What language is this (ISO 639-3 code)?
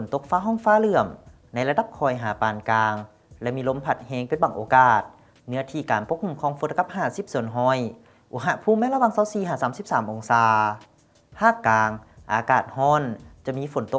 lao